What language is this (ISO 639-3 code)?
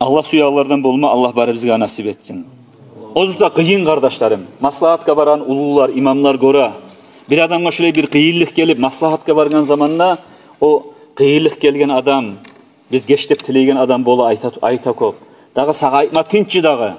kum